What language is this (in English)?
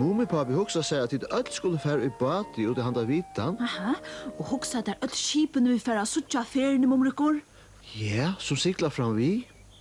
Faroese